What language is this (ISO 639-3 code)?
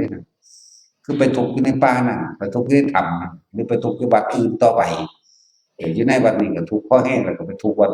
tts